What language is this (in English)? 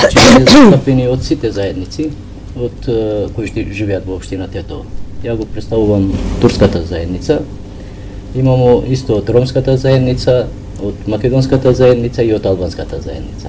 Macedonian